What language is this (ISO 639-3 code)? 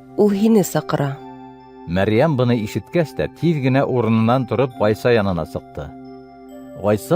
bak